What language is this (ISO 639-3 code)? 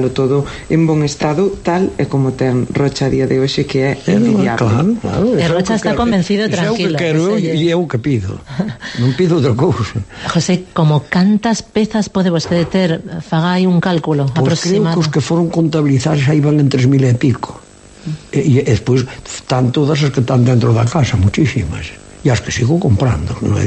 glg